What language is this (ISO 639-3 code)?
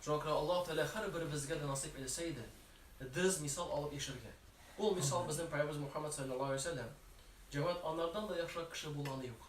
tat